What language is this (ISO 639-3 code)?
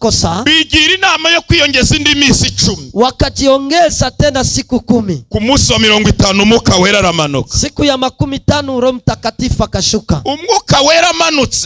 kin